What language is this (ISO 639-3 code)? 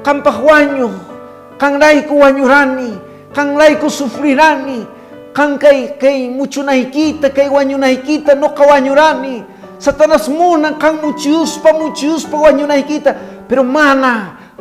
que